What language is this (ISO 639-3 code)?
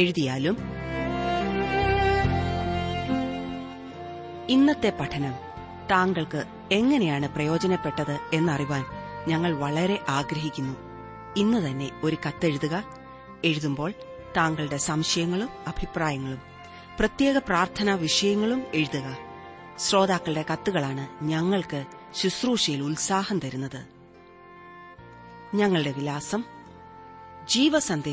mal